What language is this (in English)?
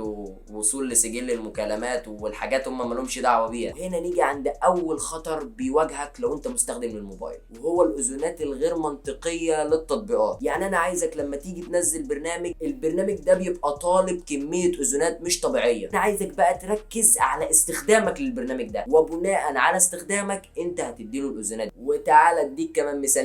Egyptian Arabic